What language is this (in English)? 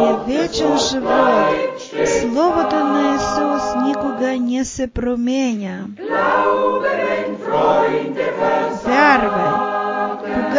Bulgarian